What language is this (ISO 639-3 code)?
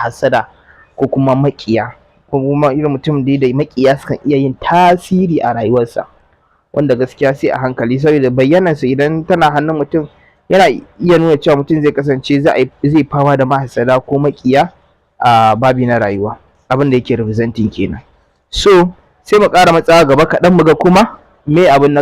hau